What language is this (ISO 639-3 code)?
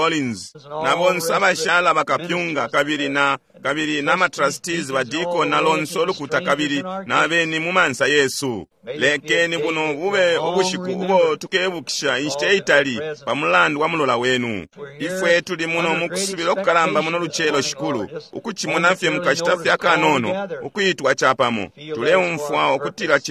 bem